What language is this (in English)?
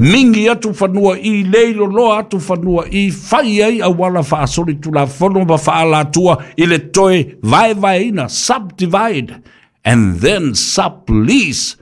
Samoan